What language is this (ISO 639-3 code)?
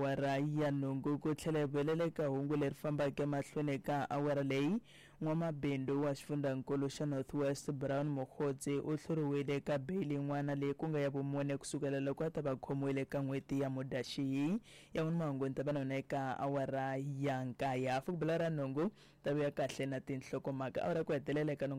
tso